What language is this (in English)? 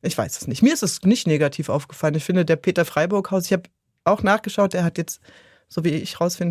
Swiss German